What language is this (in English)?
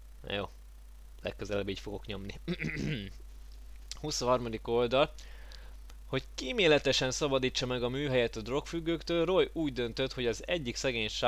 Hungarian